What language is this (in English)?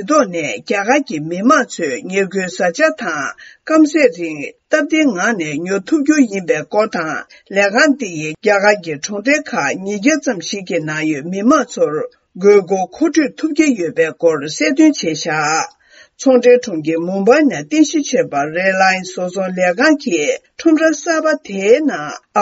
Tibetan